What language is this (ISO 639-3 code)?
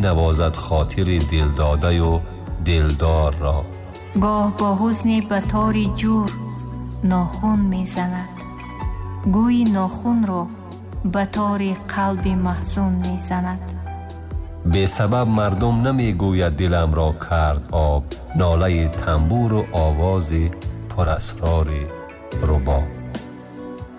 tgk